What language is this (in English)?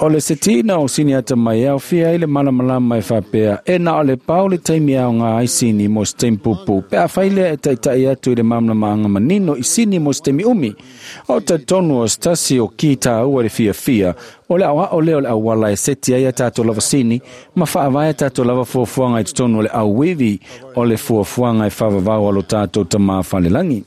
Samoan